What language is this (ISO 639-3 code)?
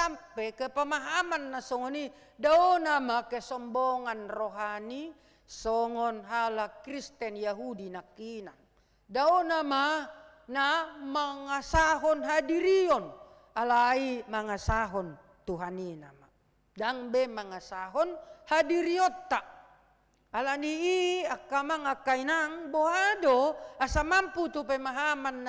bbc